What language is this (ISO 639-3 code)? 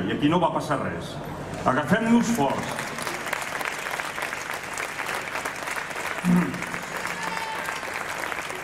cat